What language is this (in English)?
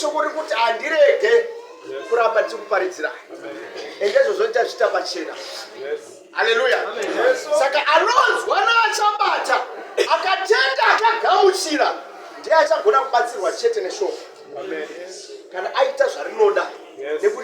Shona